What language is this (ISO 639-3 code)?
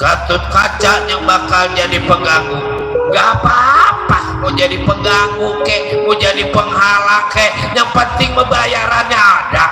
bew